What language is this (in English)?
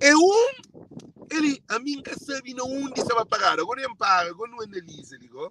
Kabuverdianu